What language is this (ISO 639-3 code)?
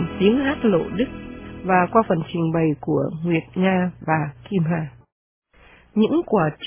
vie